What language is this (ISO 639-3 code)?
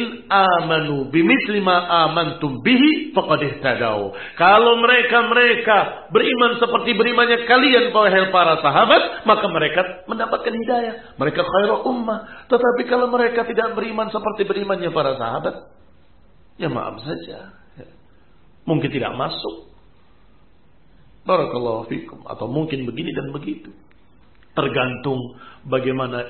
ind